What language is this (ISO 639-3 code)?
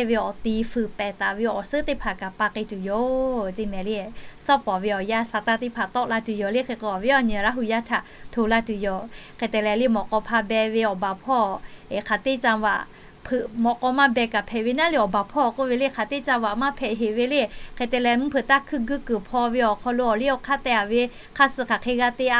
lhu